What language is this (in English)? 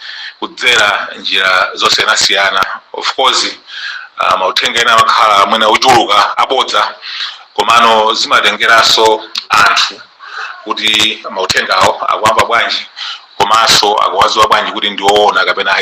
Nyanja